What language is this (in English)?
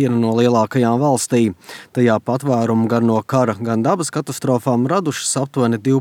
Latvian